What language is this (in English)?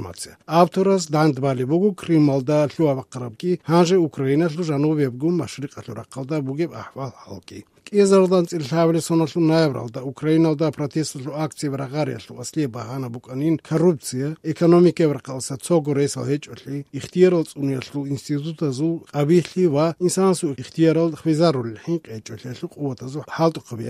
Avaric